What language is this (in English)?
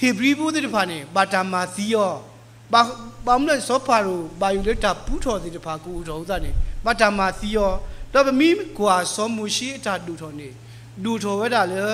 S'gaw Karen